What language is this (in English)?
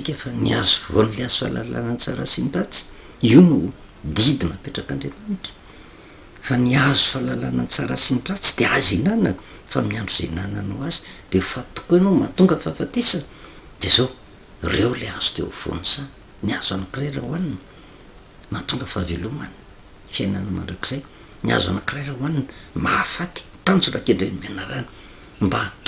Malagasy